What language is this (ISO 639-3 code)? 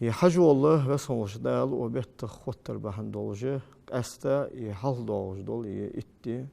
inh